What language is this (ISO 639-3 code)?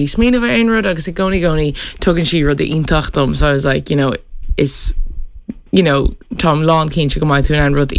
gle